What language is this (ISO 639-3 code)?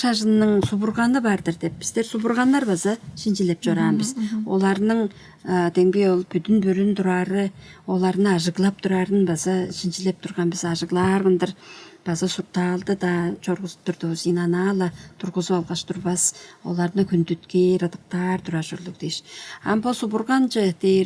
tyv